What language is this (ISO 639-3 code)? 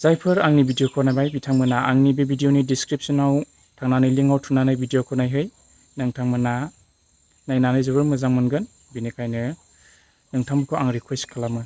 brx